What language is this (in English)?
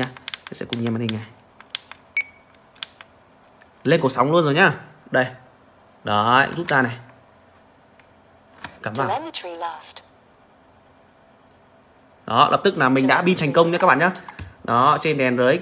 Vietnamese